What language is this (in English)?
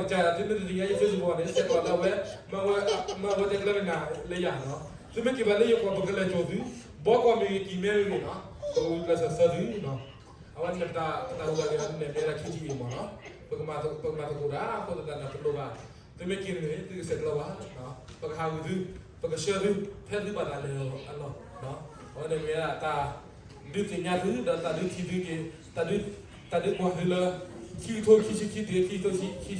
S'gaw Karen